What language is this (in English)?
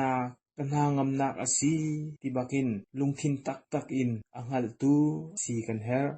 Hakha Chin